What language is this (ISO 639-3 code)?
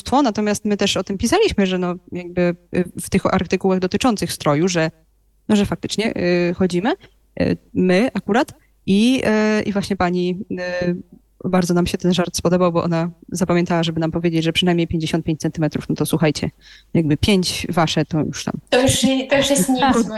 pol